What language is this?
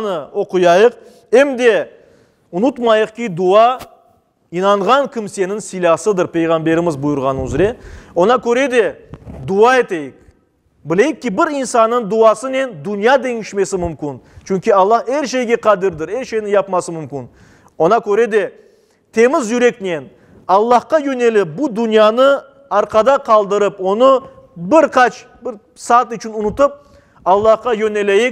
Crimean Tatar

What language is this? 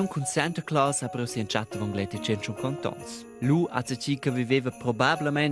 Romansh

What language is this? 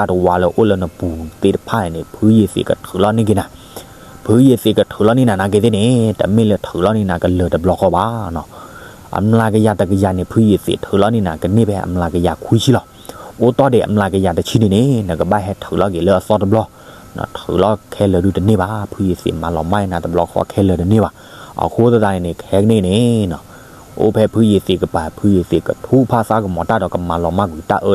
S'gaw Karen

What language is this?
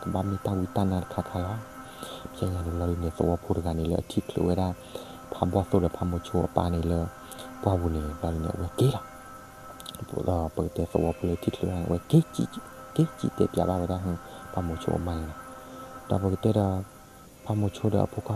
S'gaw Karen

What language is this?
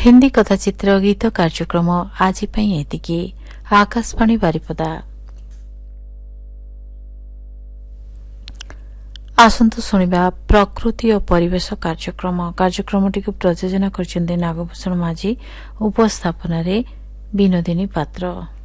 Odia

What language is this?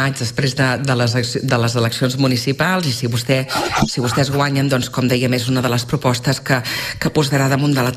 Catalan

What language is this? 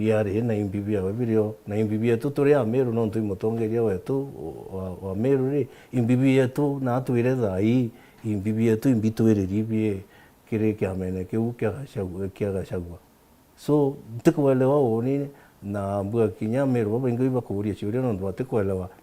Meru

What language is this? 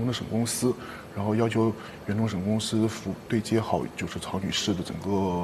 Chinese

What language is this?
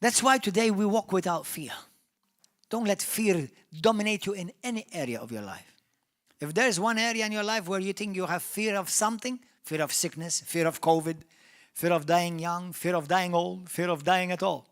English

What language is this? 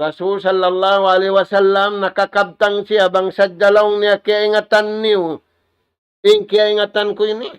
Tausug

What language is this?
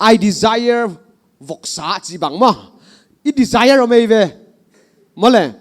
Paite Chin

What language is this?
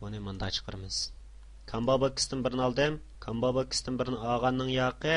Uyghur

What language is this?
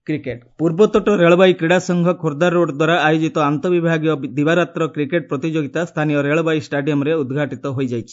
Odia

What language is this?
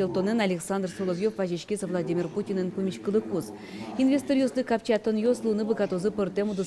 Udmurt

